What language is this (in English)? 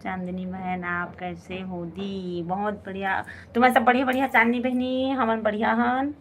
Chhattisgarhi